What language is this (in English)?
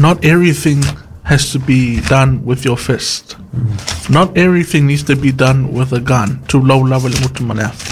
Samoan